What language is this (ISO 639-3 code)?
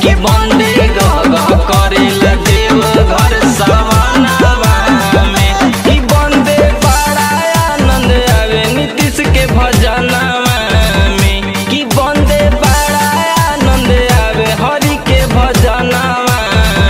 bho